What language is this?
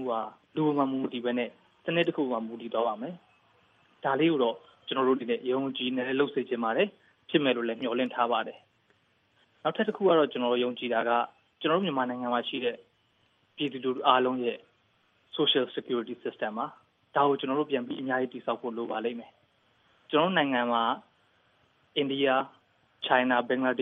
Burmese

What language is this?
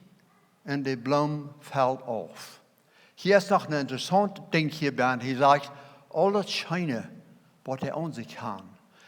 Plautdietsch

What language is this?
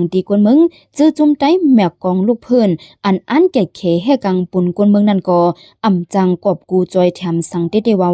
Shan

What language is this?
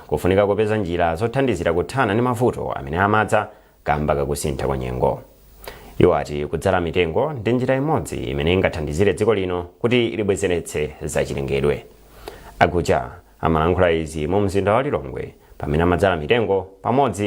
Nyanja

